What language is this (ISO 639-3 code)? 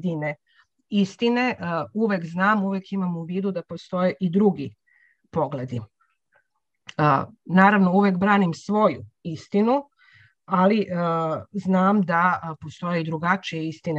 srp